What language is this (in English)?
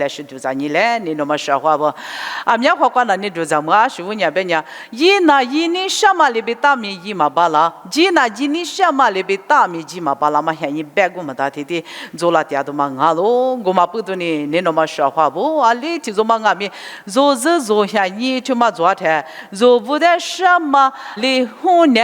Lisu